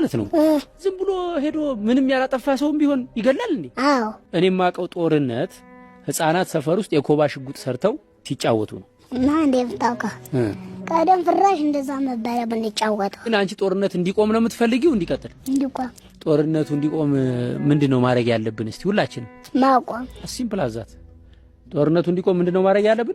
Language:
Amharic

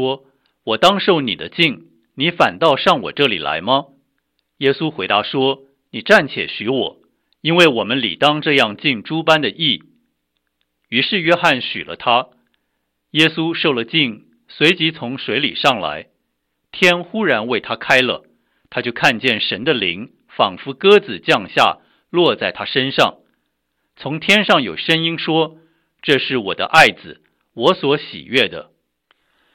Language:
Chinese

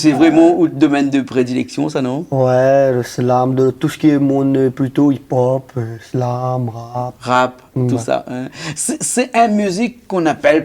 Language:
Réunion Creole French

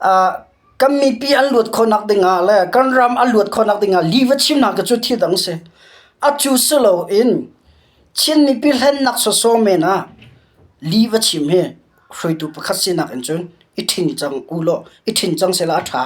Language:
Hakha Chin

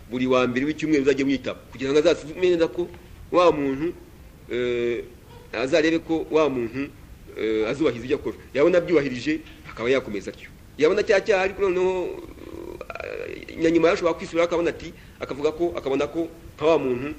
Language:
Kinyarwanda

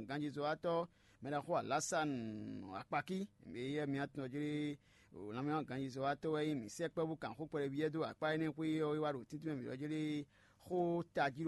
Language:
Fon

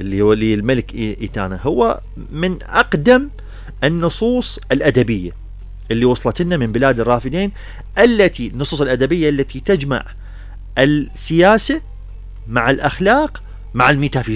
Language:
Mesopotamian Arabic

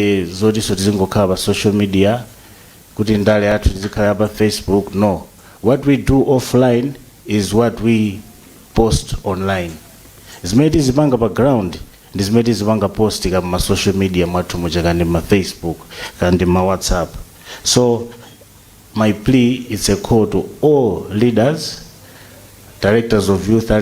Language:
Nyanja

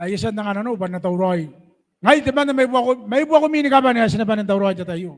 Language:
Gilbertese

